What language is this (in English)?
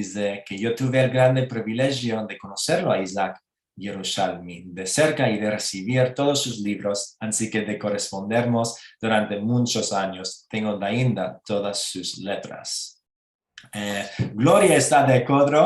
Ladino